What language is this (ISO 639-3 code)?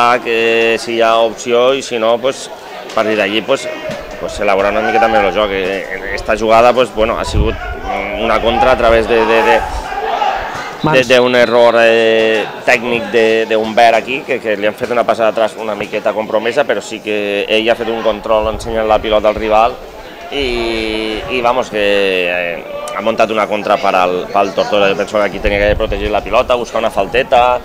cat